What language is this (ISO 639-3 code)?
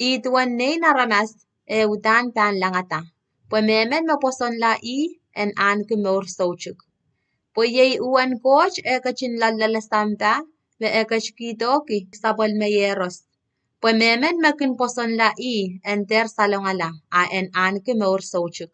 pon